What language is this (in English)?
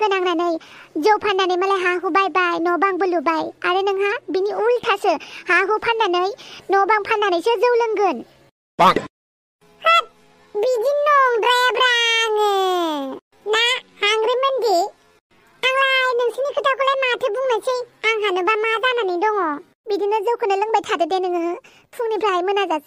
Bodo